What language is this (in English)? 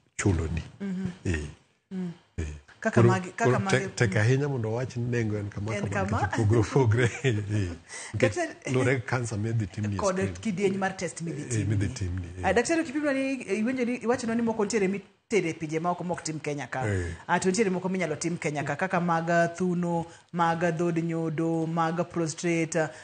Luo (Kenya and Tanzania)